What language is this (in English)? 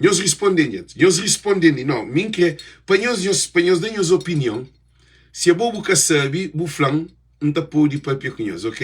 Kabuverdianu